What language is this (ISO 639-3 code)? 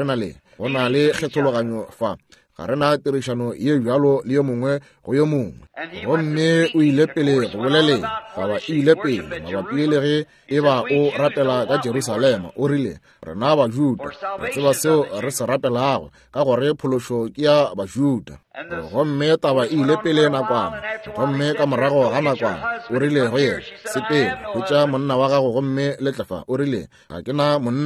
nso